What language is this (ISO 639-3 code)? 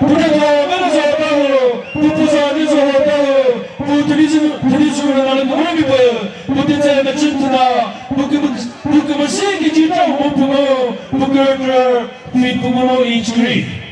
nri